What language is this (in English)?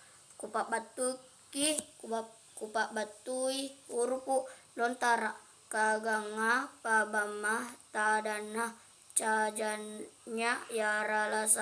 Makasar